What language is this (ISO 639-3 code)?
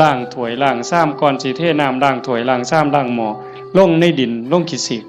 tts